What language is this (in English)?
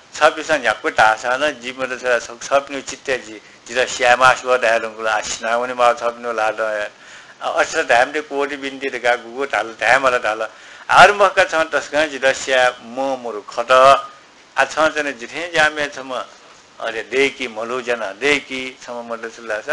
Newari